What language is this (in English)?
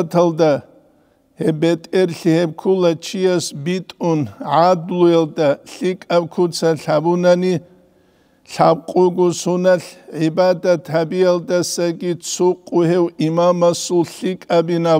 Avaric